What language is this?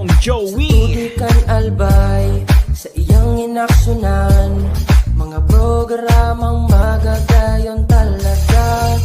Bikol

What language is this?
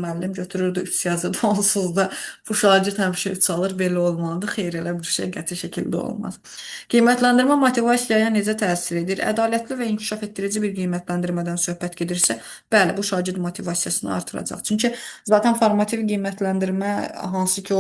Azerbaijani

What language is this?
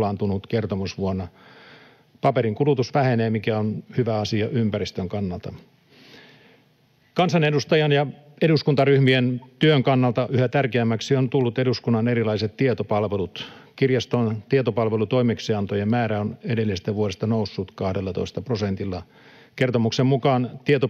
Finnish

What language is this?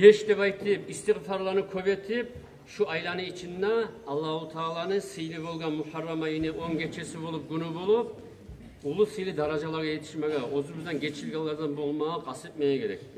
Kumyk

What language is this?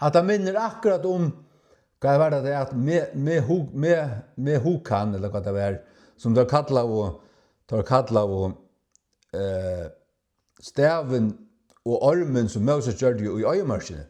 Faroese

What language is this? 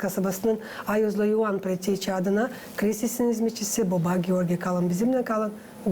Gagauz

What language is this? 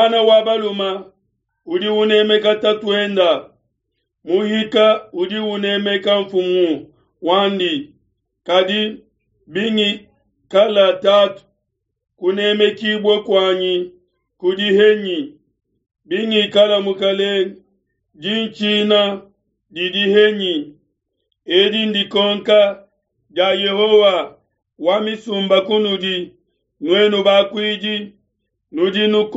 Luba-Lulua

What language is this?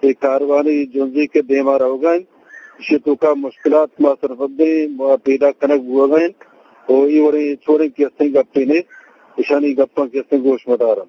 Eastern Balochi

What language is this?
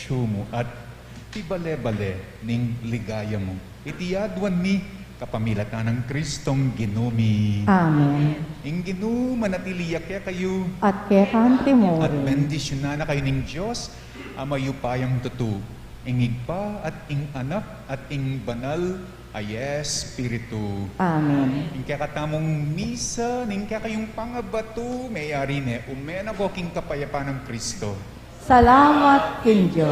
Pampanga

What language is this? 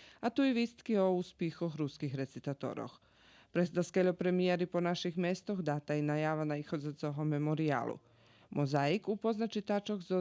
Rusyn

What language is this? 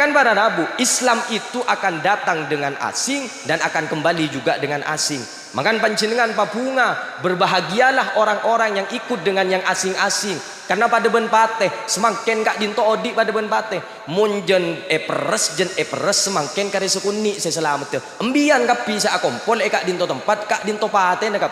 Madurese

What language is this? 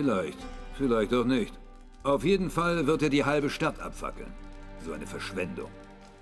Swiss German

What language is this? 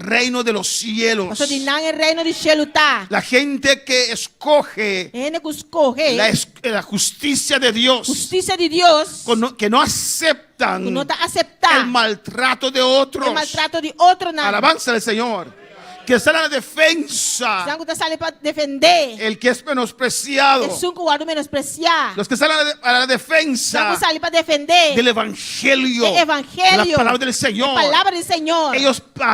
Papiamento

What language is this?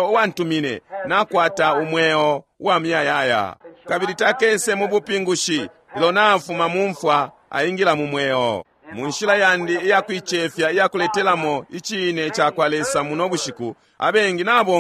Bemba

